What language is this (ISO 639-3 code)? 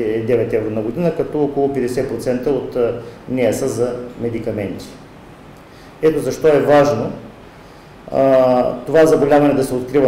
bul